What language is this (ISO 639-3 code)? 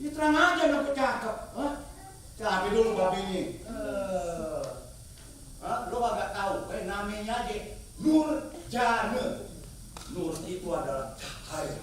bew